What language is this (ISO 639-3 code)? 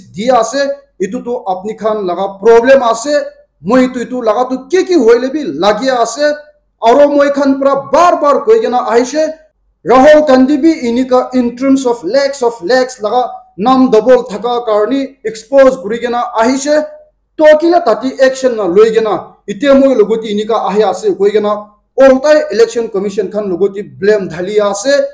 nag